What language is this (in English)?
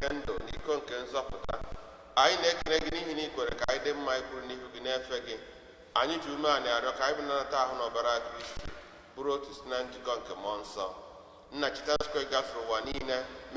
Igbo